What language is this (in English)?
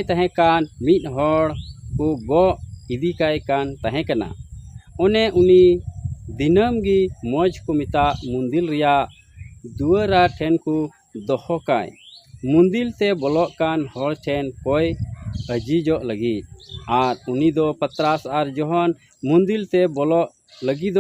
Santali